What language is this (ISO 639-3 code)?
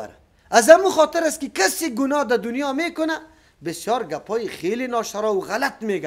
fas